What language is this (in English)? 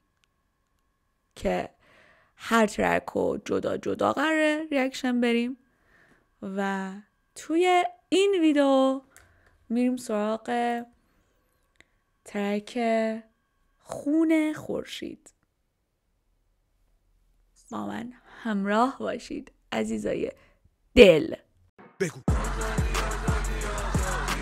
Persian